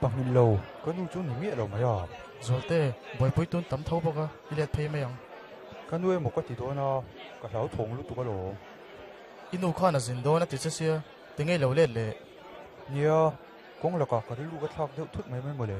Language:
Mizo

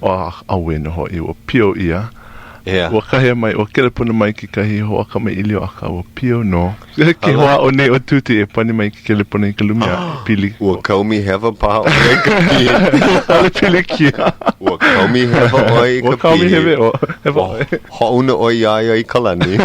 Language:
Hawaiian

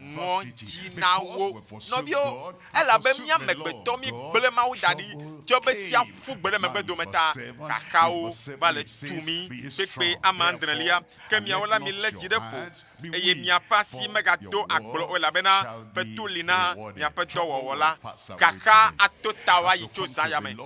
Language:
Ewe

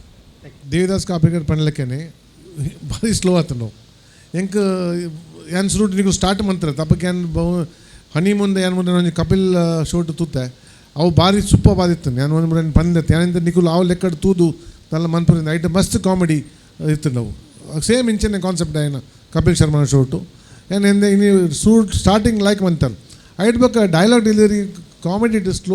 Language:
Tulu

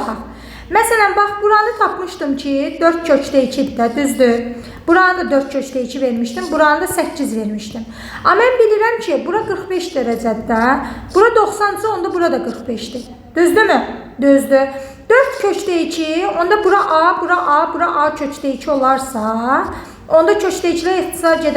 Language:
Azerbaijani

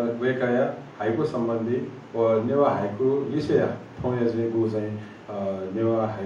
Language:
Newari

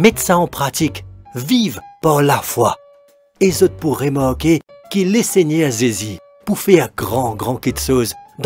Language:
Morisyen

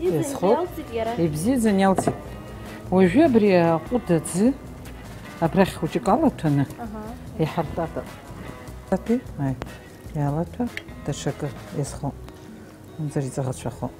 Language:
Abkhazian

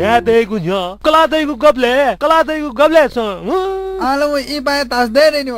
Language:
Newari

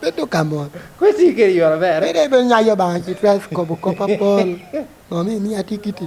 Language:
Lango (Uganda)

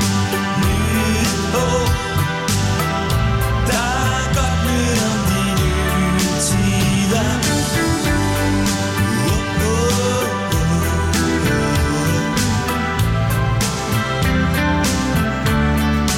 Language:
Danish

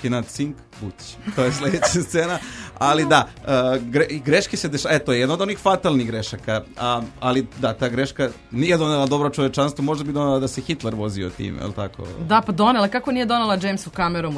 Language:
Serbian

